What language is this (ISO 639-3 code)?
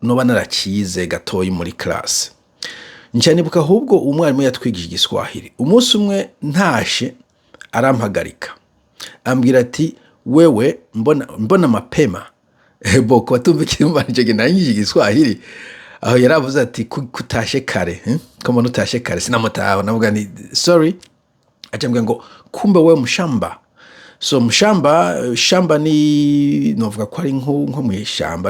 run